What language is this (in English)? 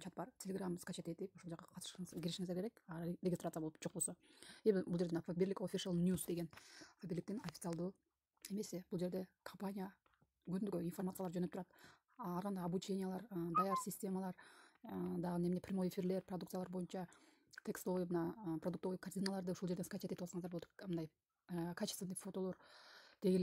Kyrgyz